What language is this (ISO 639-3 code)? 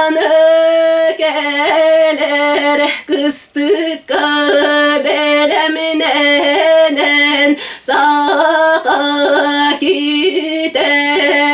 sah